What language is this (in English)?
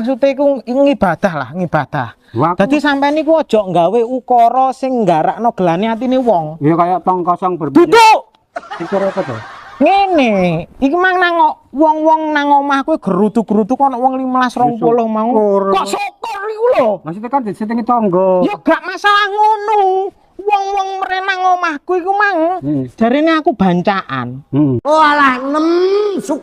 Javanese